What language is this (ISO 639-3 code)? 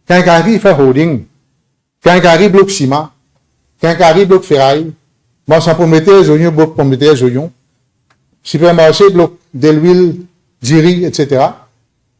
mfe